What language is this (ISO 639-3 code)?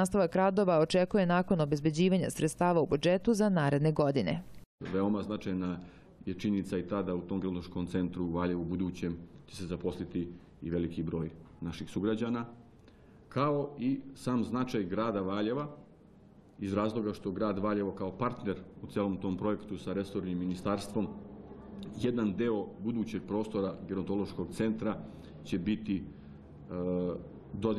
srp